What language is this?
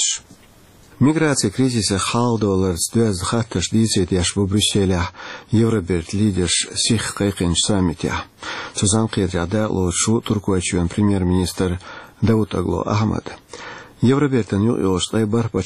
Chechen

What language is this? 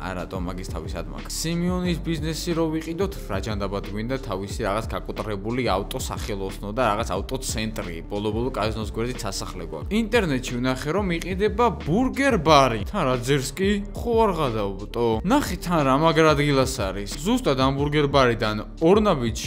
Georgian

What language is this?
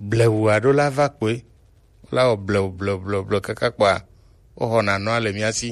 Gen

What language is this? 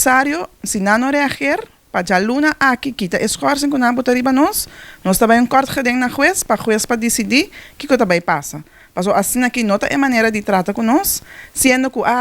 Papiamento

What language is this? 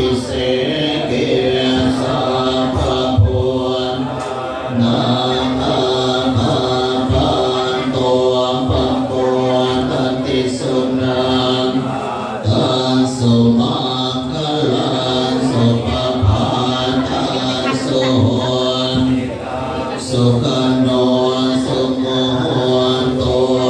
Pali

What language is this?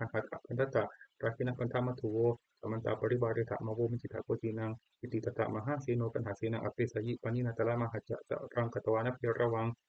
Pali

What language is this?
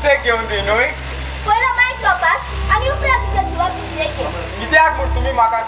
Konkani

